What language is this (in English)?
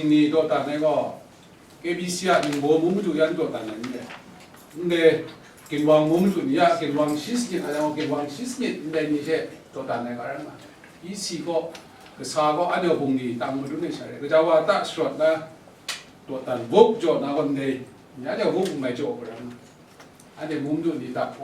Kachin